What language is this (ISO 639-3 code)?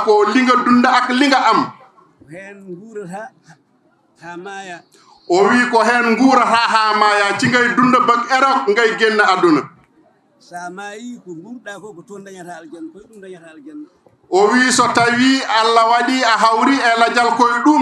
ful